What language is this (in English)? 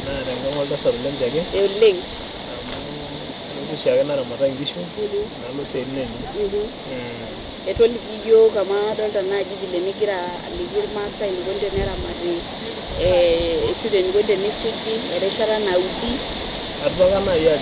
Masai